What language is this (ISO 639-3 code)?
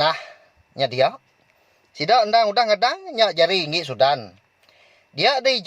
iba